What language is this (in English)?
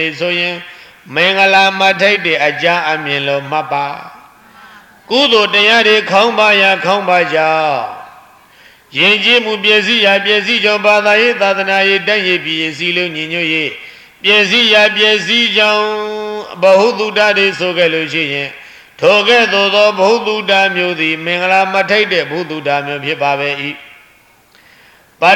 Burmese